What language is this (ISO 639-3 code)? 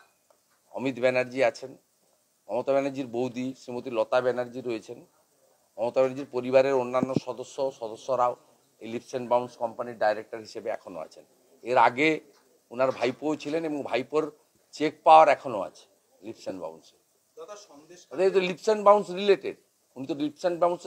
ben